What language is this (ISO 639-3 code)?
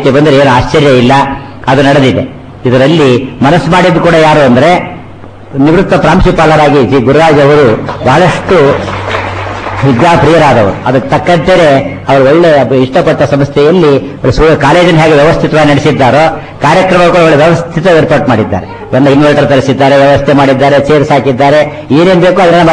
kan